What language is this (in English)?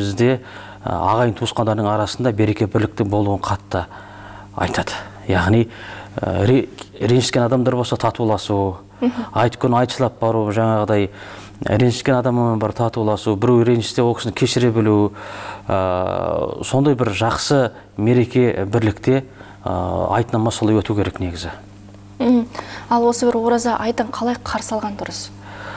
Kazakh